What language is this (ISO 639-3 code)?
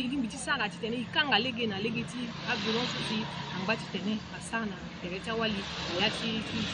sag